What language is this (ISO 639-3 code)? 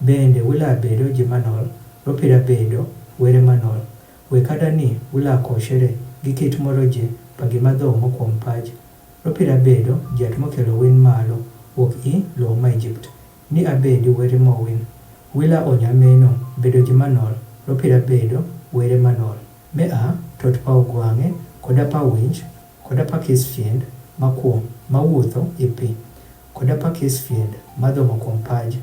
adh